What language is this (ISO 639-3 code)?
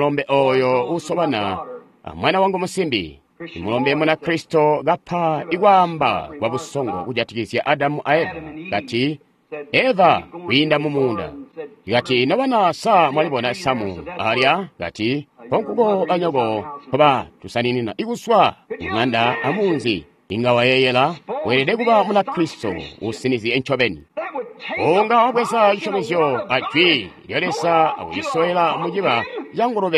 toi